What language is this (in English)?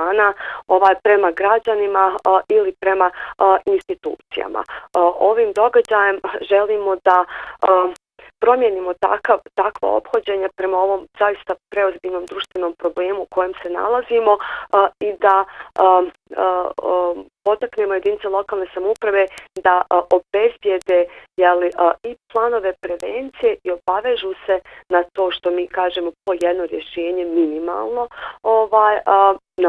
Bosnian